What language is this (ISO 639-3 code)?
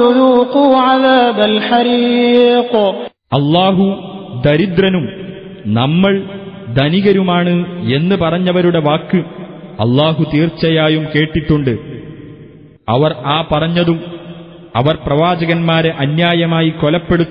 mal